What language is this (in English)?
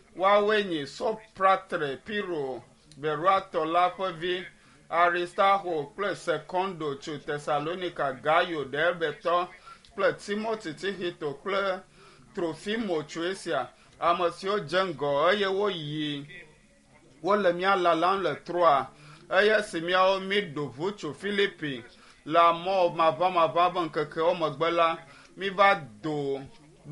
Ewe